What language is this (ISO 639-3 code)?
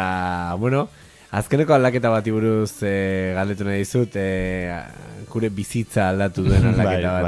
eus